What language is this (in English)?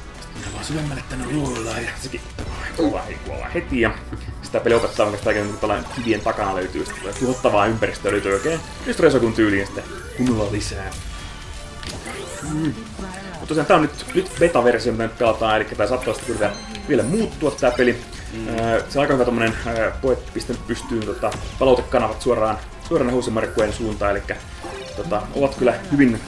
Finnish